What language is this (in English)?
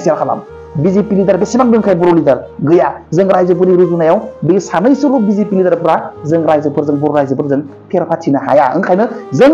Bodo